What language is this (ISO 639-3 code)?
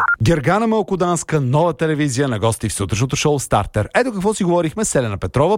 bul